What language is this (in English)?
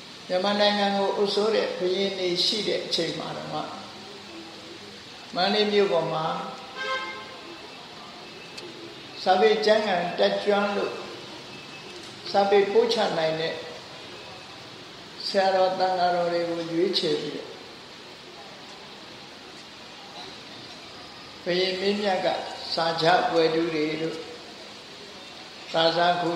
Burmese